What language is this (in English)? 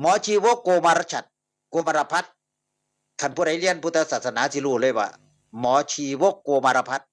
Northeastern Thai